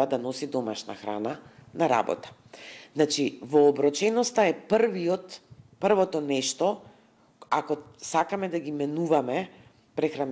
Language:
Macedonian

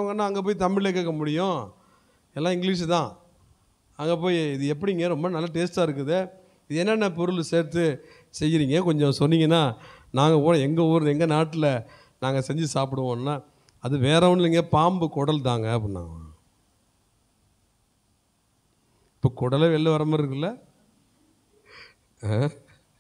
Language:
Tamil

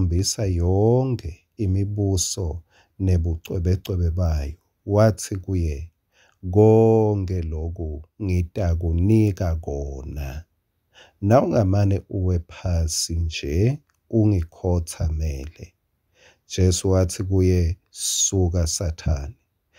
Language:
Swati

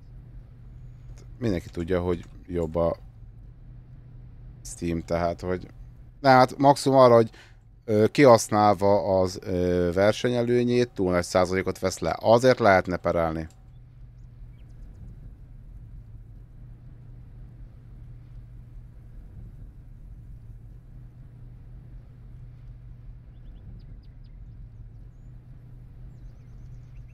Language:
Hungarian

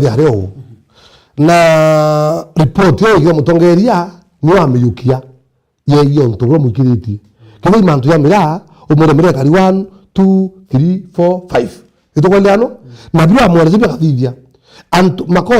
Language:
Meru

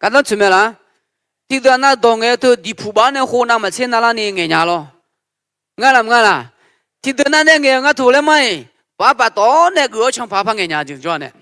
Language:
Akha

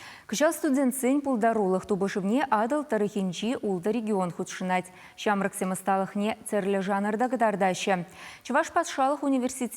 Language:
Chuvash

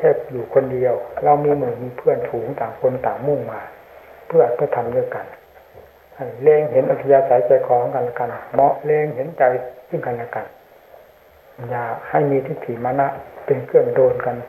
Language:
Thai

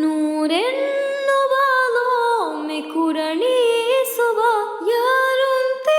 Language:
Divehi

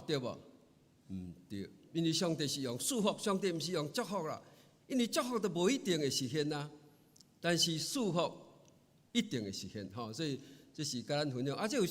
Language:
Min Nan Chinese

